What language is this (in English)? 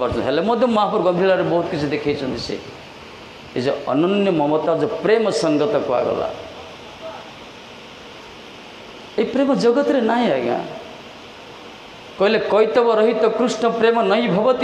Odia